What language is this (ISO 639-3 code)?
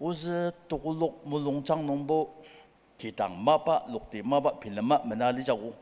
njo